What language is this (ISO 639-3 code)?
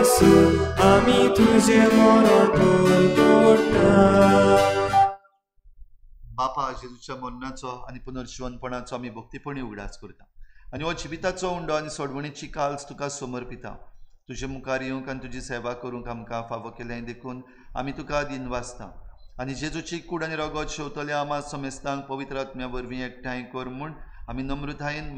kok